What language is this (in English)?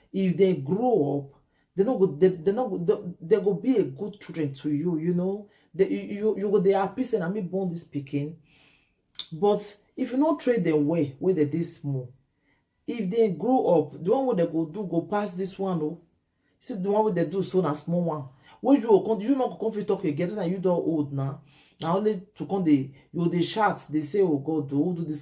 Nigerian Pidgin